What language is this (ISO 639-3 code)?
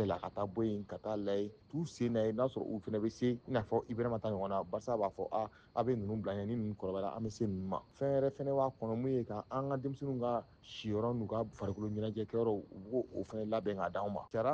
bam